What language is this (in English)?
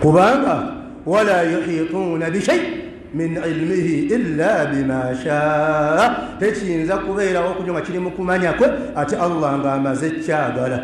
Ganda